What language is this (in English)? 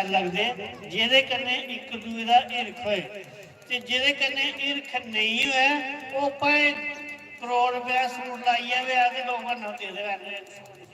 Dogri